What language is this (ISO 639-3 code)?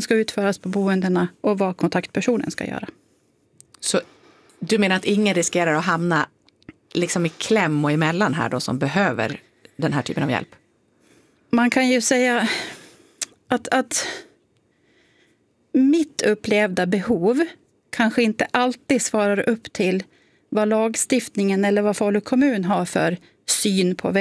swe